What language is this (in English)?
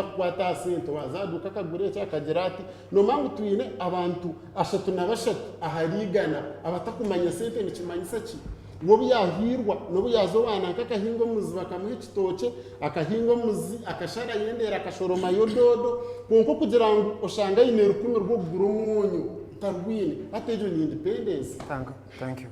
Nyankole